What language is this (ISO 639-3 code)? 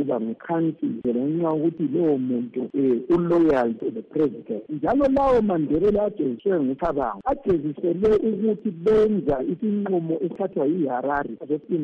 nde